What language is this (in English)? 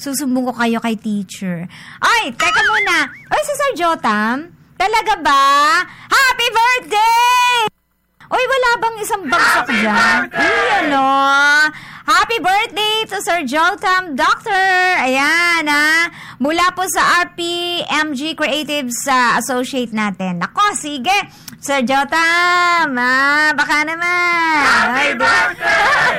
Filipino